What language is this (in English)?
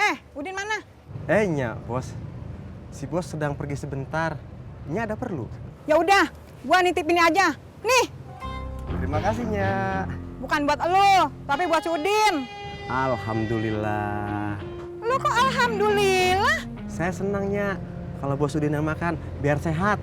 Betawi